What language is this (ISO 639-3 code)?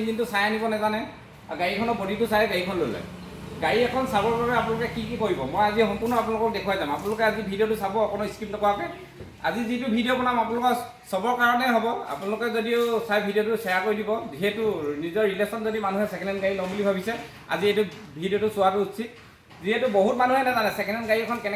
asm